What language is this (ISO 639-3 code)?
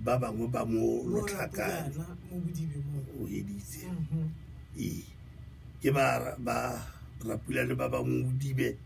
tsn